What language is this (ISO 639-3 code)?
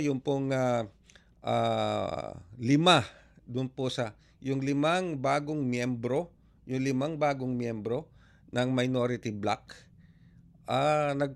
fil